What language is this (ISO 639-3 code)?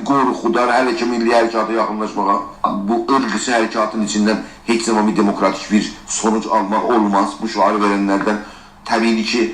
azb